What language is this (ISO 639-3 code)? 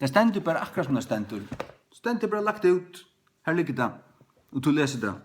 fao